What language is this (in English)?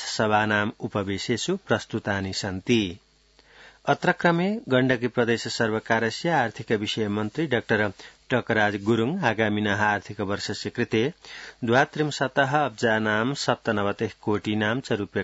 Sanskrit